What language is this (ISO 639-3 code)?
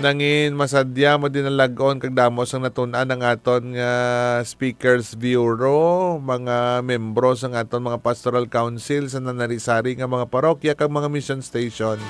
hil